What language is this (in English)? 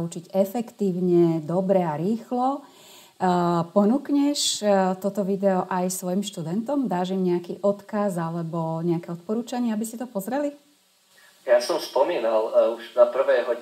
Slovak